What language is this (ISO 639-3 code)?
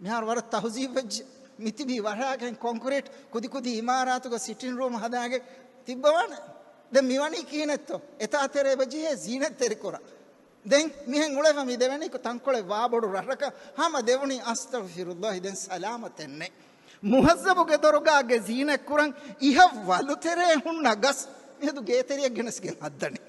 div